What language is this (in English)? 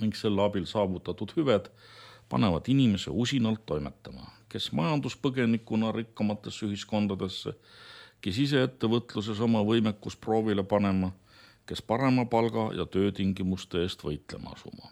Estonian